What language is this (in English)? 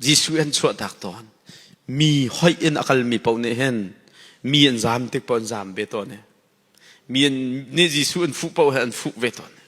Hakha Chin